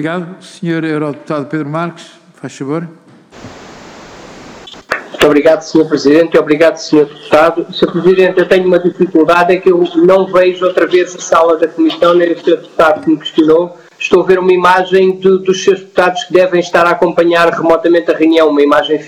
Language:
Portuguese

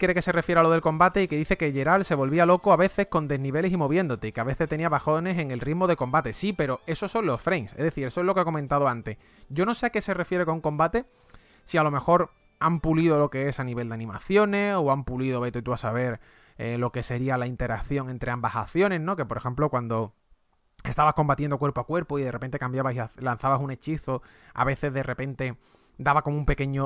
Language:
Spanish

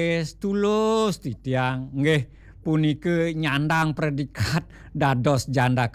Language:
Balinese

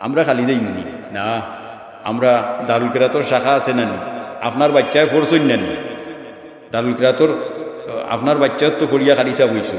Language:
Sylheti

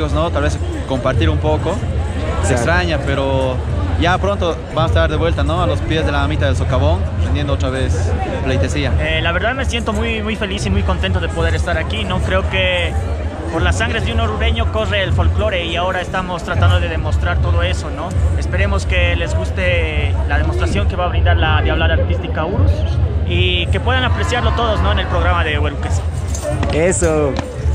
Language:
Spanish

